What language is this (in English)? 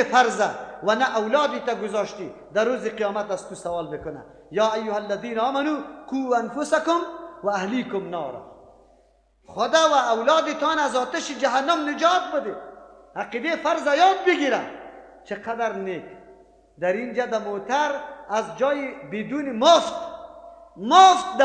Persian